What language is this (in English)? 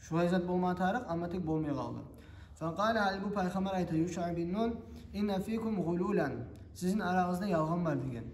Kumyk